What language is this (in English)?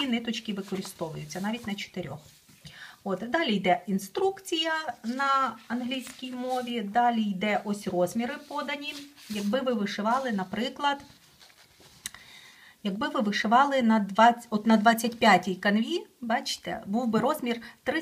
Ukrainian